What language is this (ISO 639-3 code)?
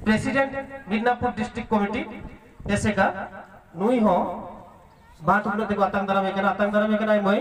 sat